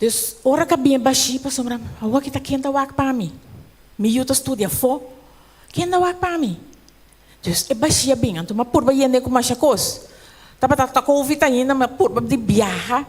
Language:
Papiamento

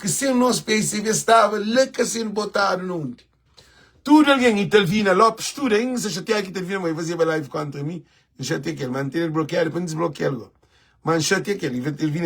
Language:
Kabuverdianu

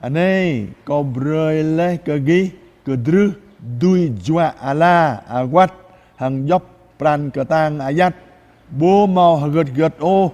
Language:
Jarai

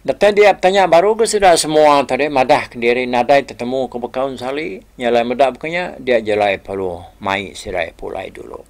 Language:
Iban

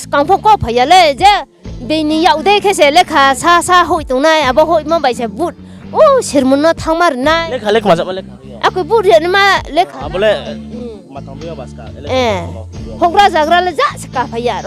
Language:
Riang (India)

